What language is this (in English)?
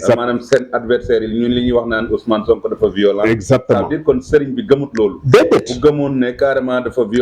Wolof